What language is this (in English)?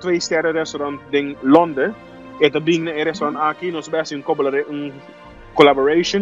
Papiamento